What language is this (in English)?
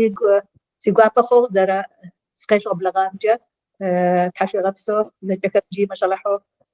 Adyghe